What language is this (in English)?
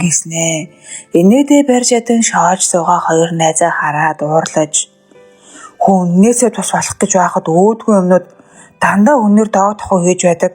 Mongolian